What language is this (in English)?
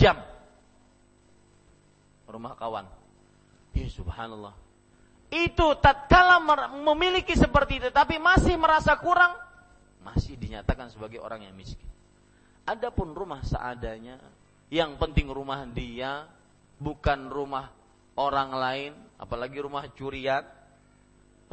Indonesian